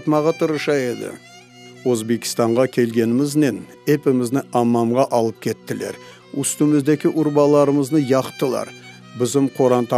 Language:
Crimean Tatar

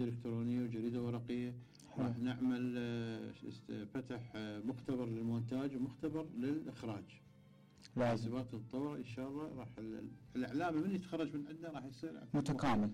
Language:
Mesopotamian Arabic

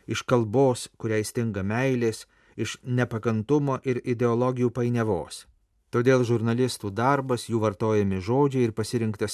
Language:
Lithuanian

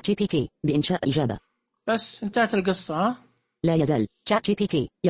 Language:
Najdi Arabic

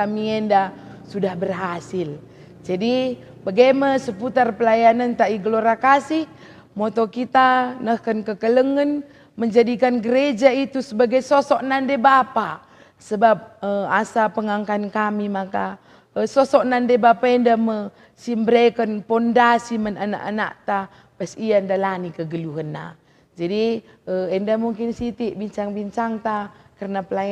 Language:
Batak Karo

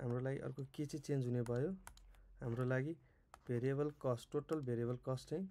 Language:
Nepali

